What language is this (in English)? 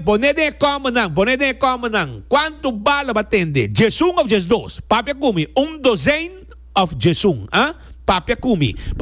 Papiamento